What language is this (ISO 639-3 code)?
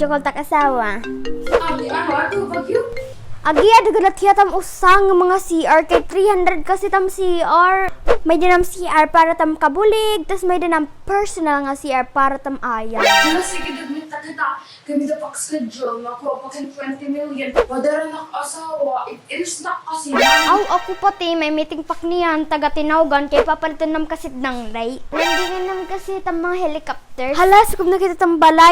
war